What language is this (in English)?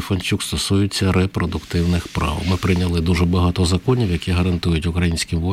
Ukrainian